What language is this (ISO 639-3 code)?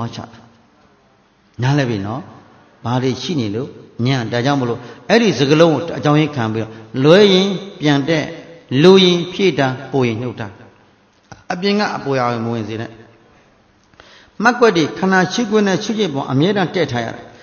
mya